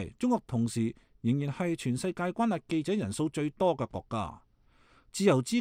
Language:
Cantonese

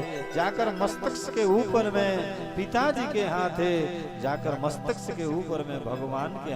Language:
Chhattisgarhi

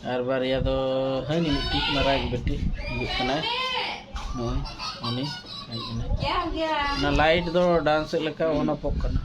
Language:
Santali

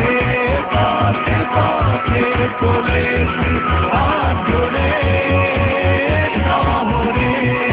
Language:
Bangla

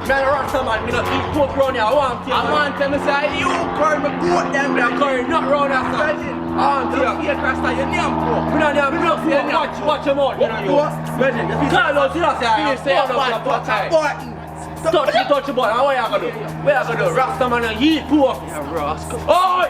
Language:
Jamaican Creole English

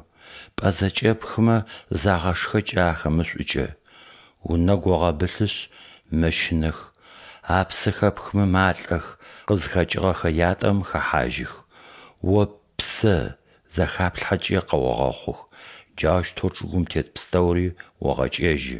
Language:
Adyghe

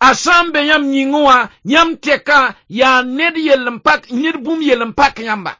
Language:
Mossi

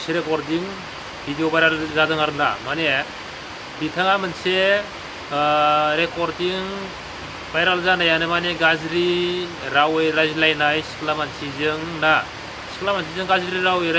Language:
Bodo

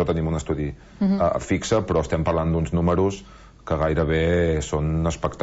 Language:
Catalan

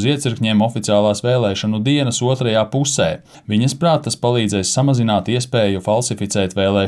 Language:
Latvian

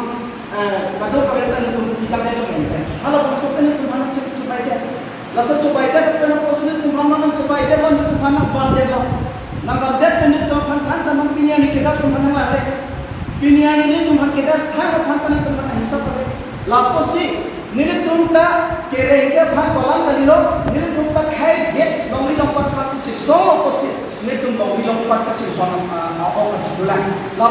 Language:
Karbi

